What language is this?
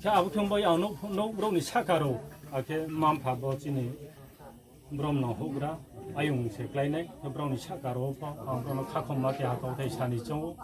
Riang (India)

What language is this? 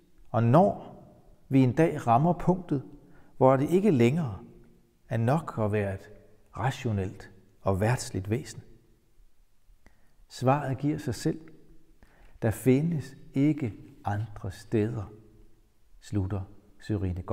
Danish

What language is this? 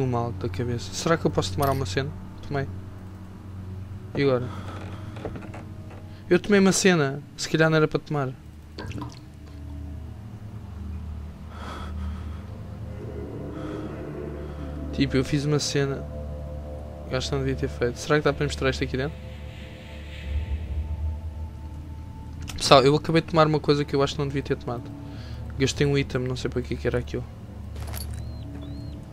Portuguese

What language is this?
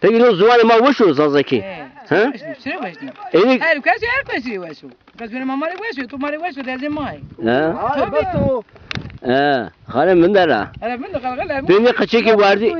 Zaza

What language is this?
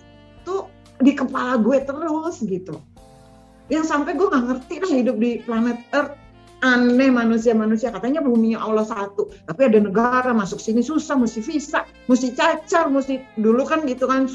Indonesian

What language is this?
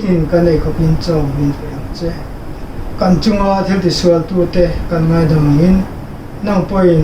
Mizo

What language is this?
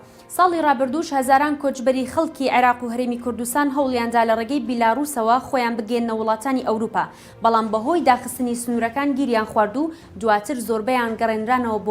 Central Kurdish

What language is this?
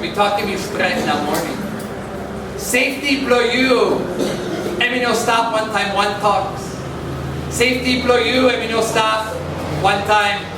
Tok Pisin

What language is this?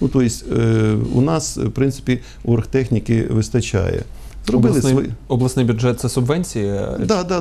Ukrainian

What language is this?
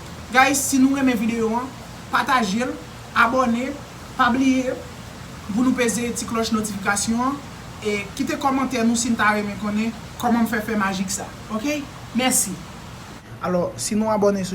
Haitian Creole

